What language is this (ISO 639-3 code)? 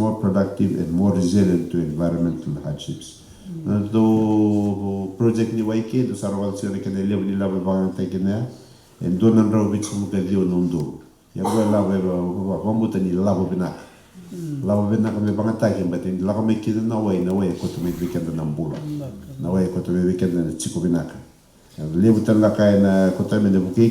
fij